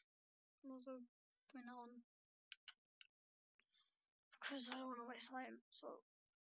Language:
English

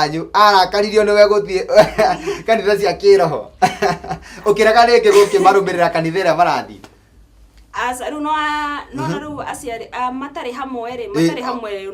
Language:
Kikuyu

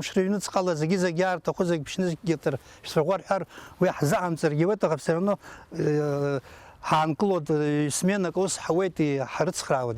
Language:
Abkhazian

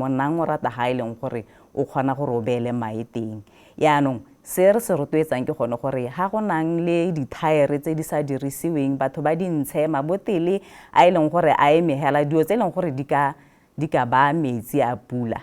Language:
Tswana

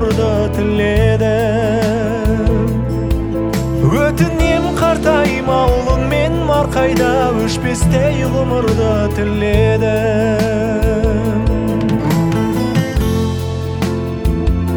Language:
Kazakh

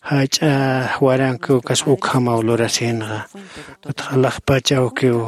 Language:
Aymara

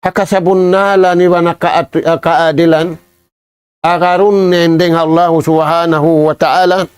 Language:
Tausug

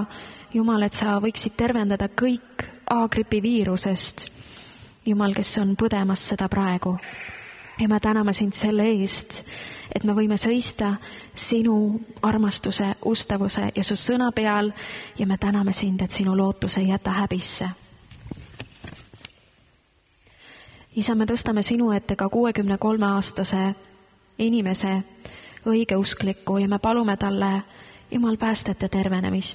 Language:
Estonian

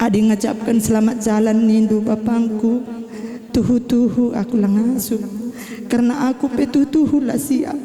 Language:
Batak Karo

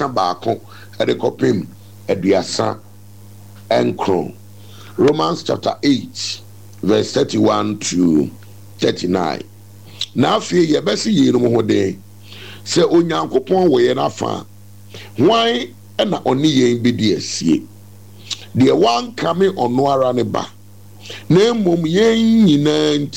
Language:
Akan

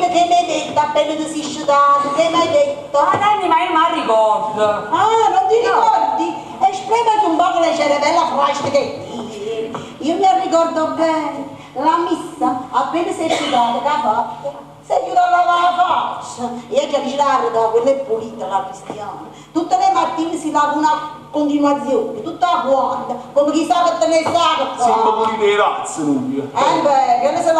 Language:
Neapolitan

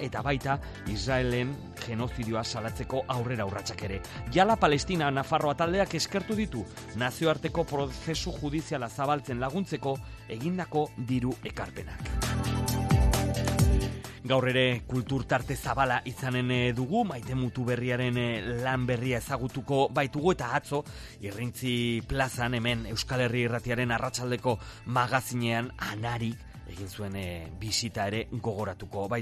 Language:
Basque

